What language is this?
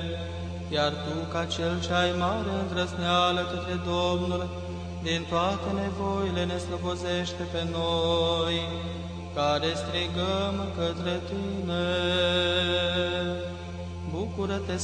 Romanian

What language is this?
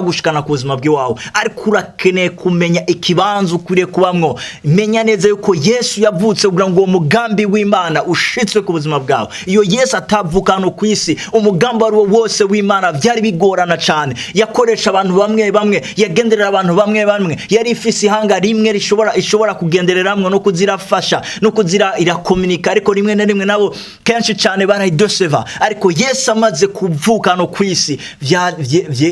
Rundi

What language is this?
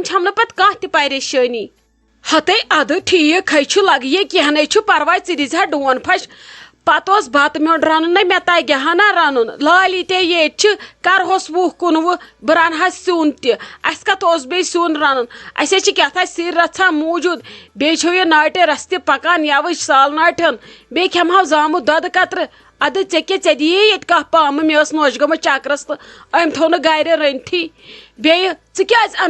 Kashmiri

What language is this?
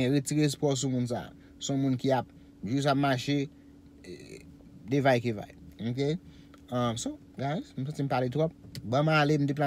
Haitian Creole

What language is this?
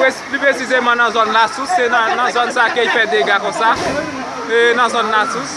Haitian Creole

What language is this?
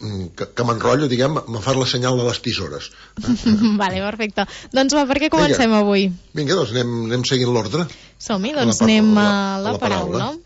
Catalan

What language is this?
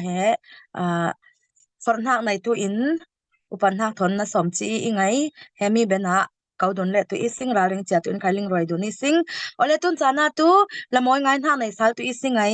Falam Chin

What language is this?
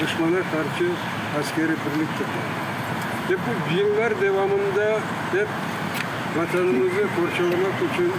Crimean Tatar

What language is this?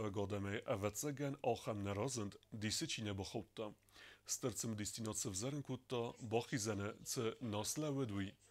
Ossetic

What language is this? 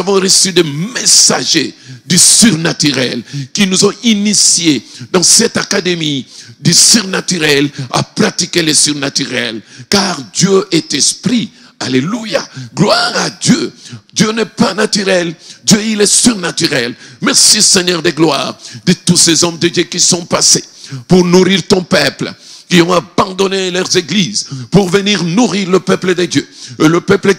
French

